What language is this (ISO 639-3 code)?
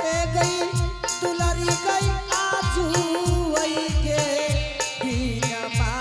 anp